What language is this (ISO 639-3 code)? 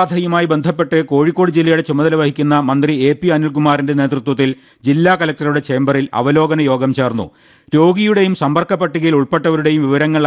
mal